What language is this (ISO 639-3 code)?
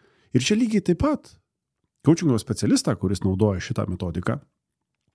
lit